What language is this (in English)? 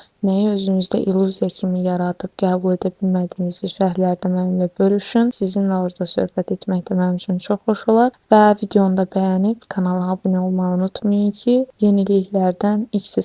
Azerbaijani